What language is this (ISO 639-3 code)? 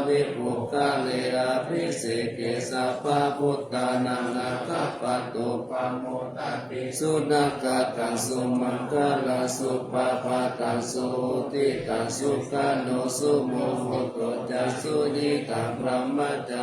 pli